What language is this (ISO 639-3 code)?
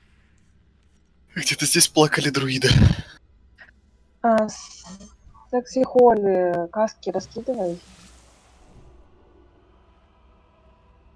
rus